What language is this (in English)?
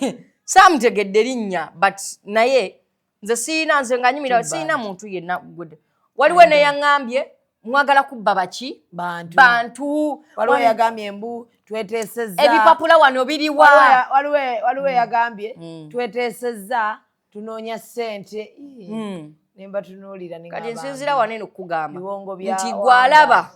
Ganda